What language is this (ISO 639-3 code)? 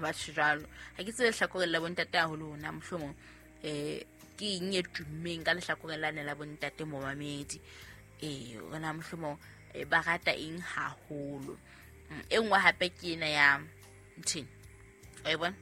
sot